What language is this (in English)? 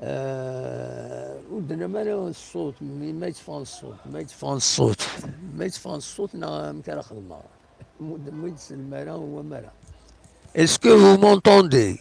Kabyle